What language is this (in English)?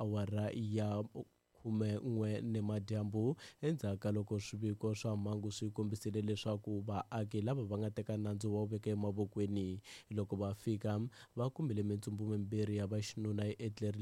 Tsonga